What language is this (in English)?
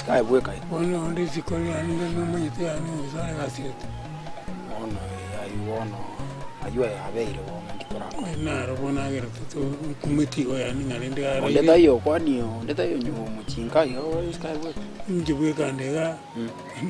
Gusii